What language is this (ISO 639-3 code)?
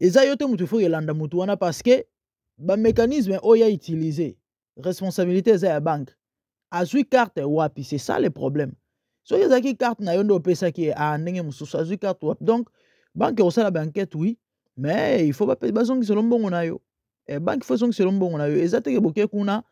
lin